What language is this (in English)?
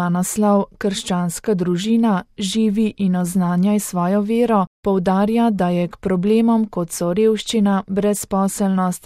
Slovenian